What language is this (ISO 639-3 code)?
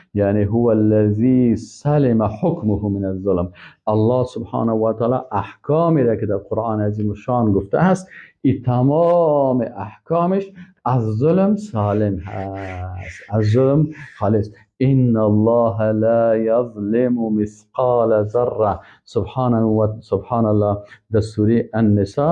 fas